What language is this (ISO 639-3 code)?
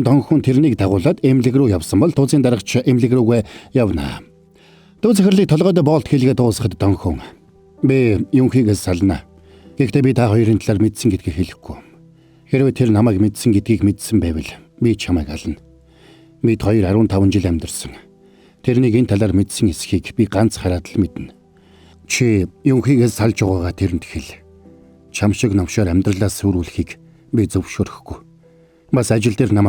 mon